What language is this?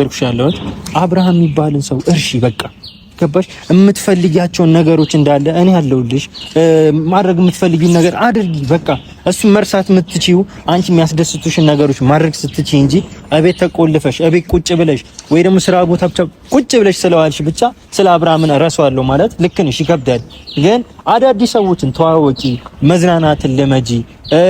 Amharic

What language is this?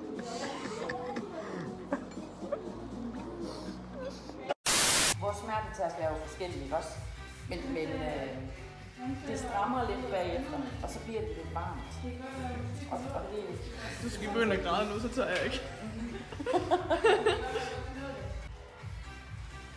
Danish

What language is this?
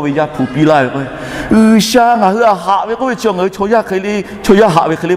Lahu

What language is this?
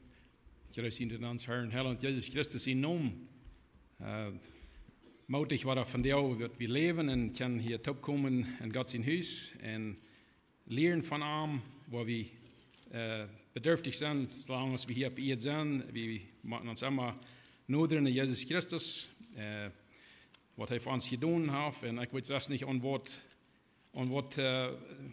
Plautdietsch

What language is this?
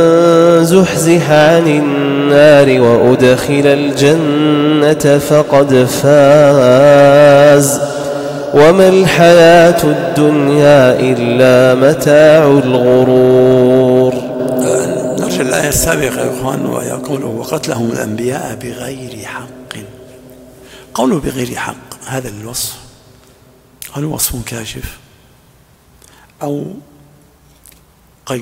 Arabic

